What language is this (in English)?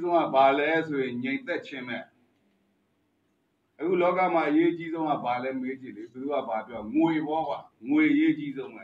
Burmese